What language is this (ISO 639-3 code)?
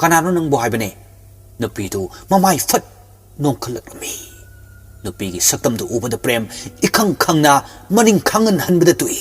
mni